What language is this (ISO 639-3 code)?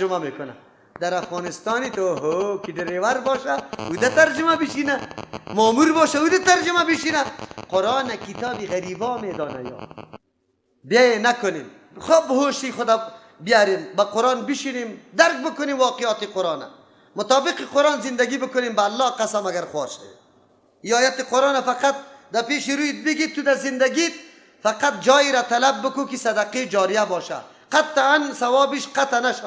fas